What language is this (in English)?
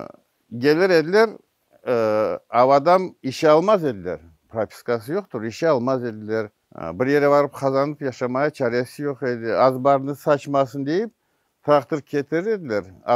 Crimean Tatar